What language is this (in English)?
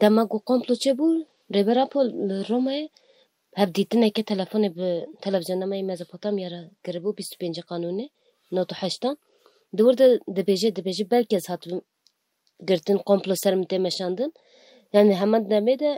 Kurdish